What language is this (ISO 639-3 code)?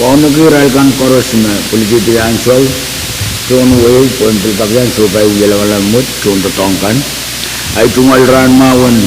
pon